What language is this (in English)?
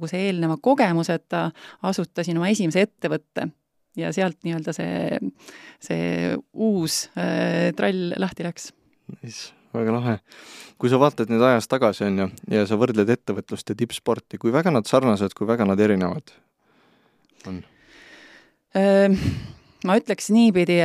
Estonian